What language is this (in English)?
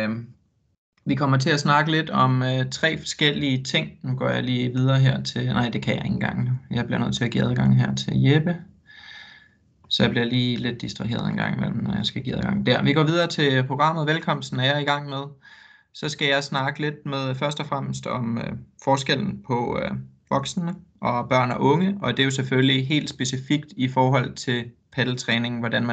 Danish